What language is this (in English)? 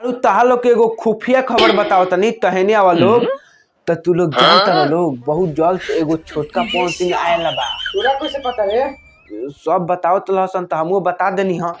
Bhojpuri